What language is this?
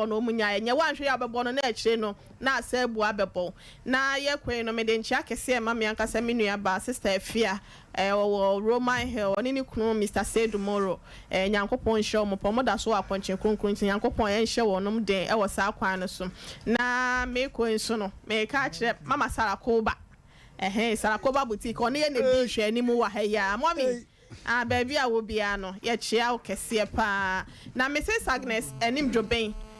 Akan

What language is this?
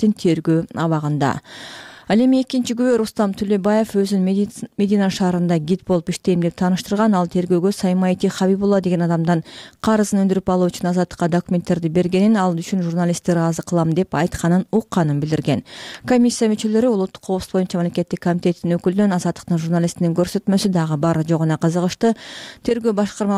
Kyrgyz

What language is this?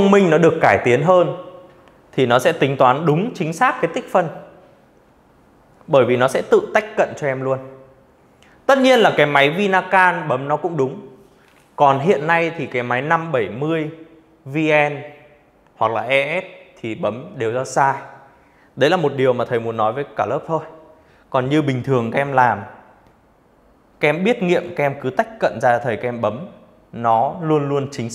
Vietnamese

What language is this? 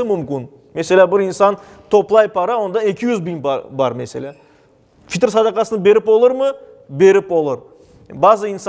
Crimean Tatar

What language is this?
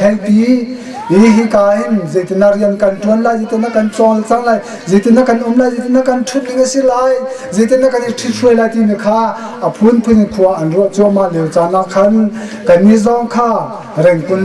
Hakha Chin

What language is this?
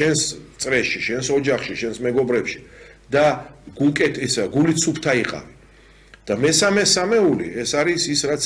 Georgian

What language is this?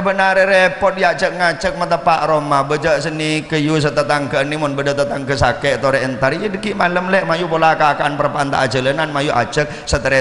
Madurese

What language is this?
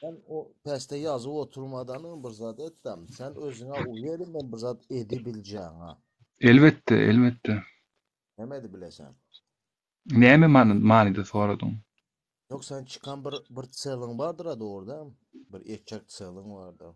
Turkmen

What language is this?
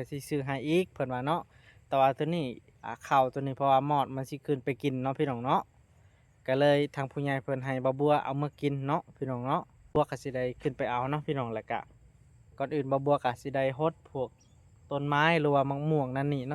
Lao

